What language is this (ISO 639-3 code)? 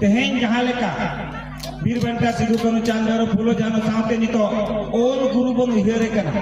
sat